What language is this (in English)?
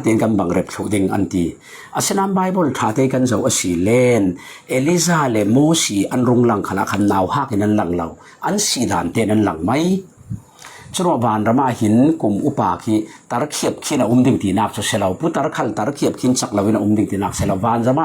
Falam Chin